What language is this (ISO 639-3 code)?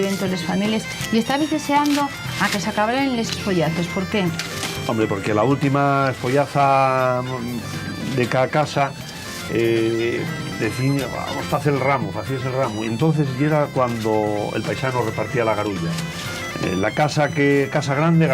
ast